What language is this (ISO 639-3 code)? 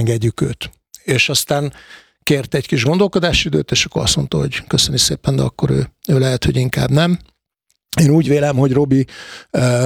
hun